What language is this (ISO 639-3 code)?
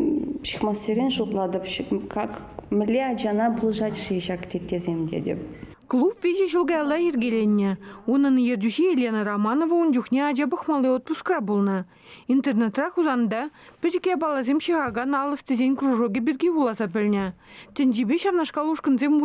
chv